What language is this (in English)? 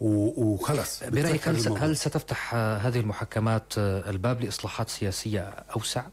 North Levantine Arabic